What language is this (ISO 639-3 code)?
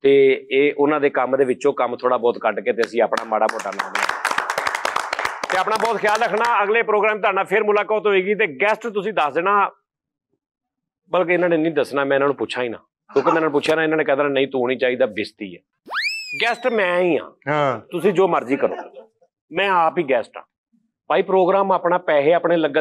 pan